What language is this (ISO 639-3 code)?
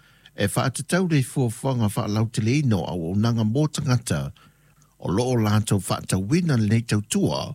smo